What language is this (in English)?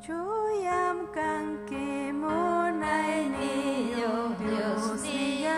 Ayacucho Quechua